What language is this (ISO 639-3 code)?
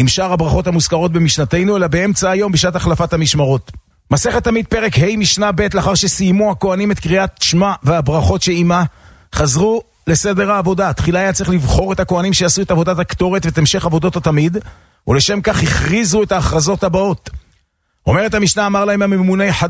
heb